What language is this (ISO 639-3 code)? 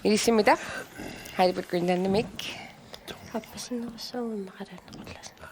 kal